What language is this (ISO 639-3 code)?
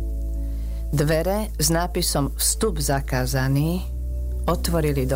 slk